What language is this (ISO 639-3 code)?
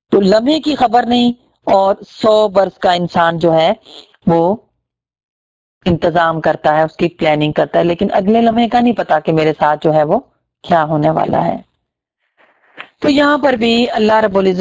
urd